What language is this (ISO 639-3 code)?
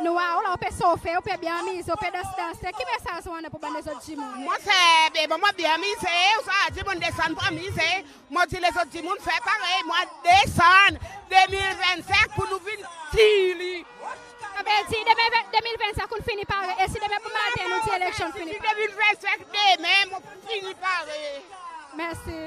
crs